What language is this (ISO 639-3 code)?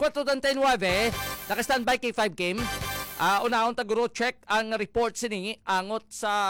hil